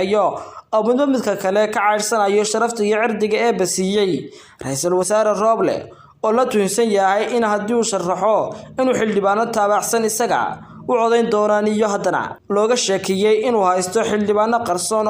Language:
Somali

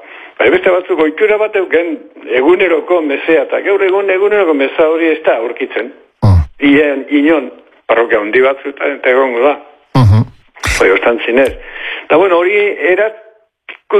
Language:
Basque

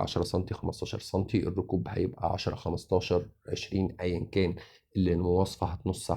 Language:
Egyptian Arabic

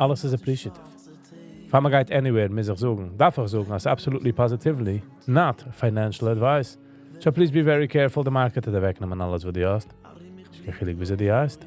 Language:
Yiddish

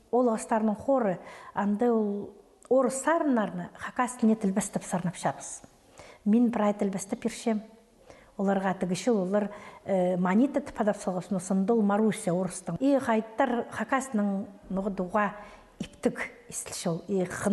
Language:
Khakas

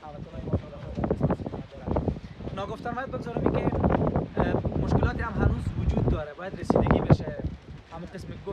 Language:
Persian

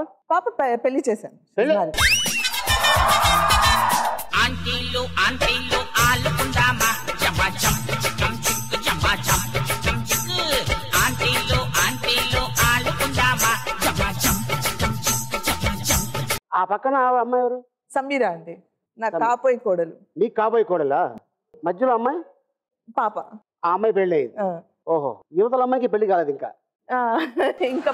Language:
Telugu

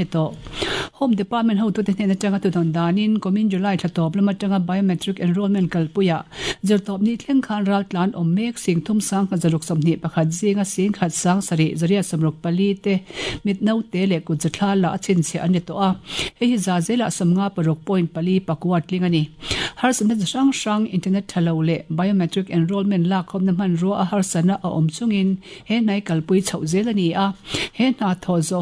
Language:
Mizo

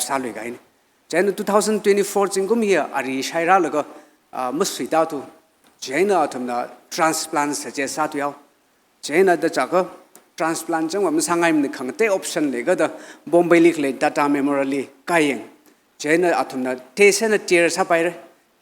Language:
Tangkhul Naga (India)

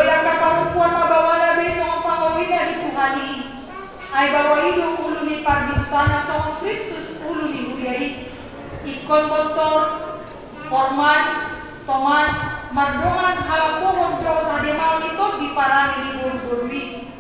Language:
Batak Toba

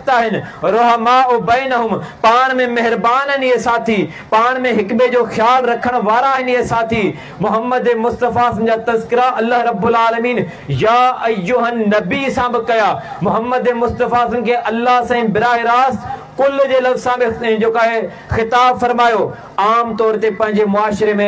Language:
Sindhi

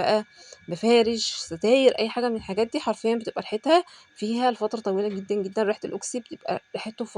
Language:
Egyptian Arabic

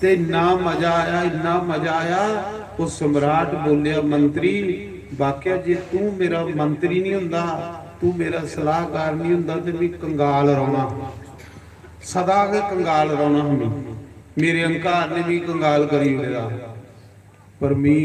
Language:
Dogri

